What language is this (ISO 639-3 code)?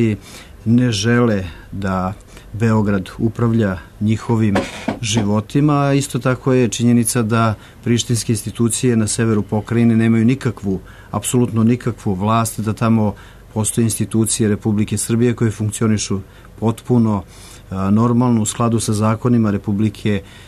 srp